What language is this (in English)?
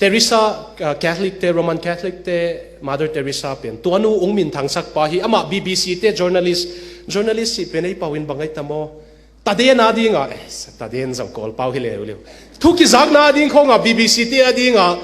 Tedim Chin